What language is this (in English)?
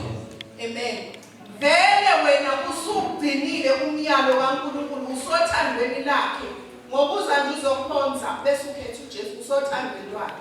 Zulu